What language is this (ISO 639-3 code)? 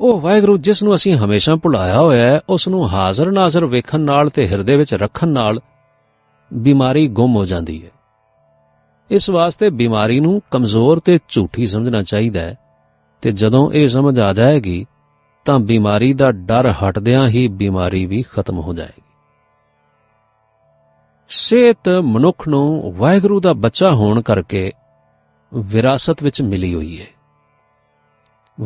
pan